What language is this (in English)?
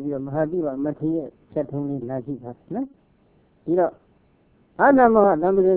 Burmese